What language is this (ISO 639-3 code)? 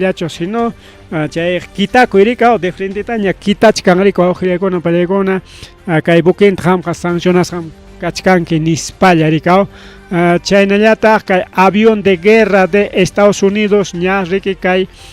quy